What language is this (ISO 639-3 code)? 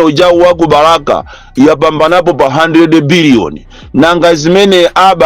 nya